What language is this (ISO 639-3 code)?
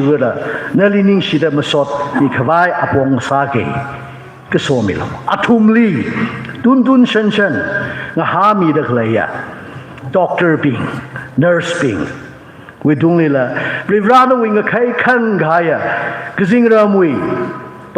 nmf